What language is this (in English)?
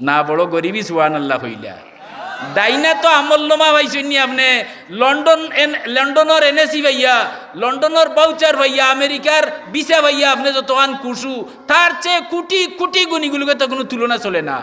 Sylheti